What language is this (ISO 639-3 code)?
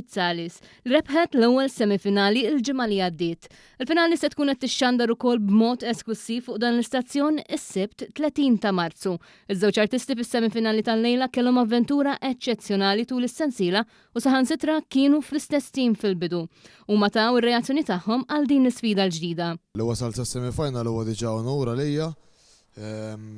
mlt